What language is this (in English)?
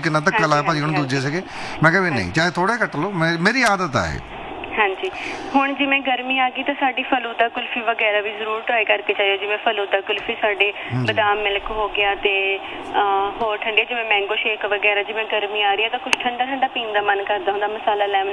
Punjabi